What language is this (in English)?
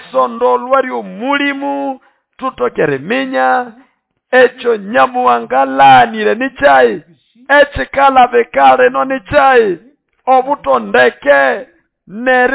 Nande